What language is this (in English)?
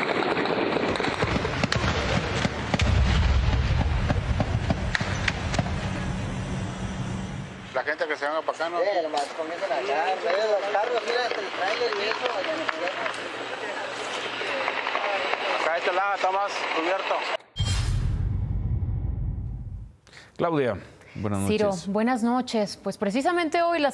Spanish